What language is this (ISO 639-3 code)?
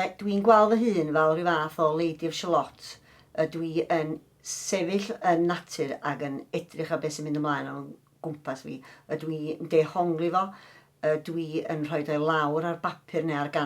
cym